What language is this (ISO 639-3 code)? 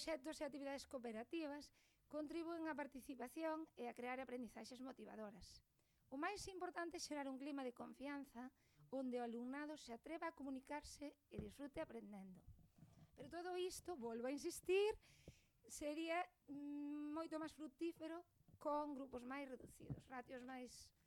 glg